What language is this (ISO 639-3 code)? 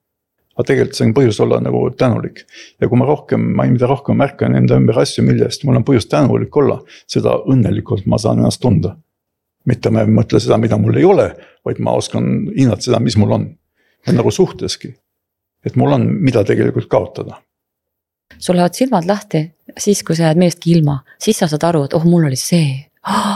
est